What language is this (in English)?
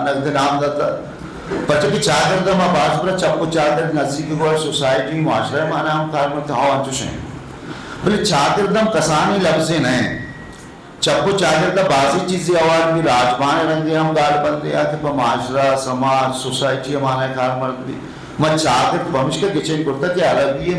Eastern Balochi